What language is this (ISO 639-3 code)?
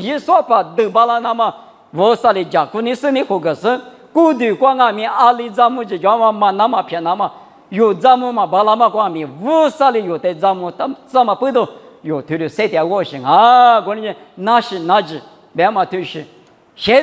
lis